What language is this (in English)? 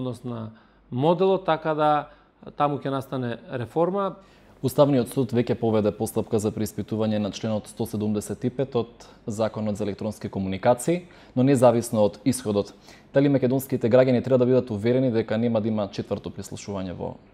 Macedonian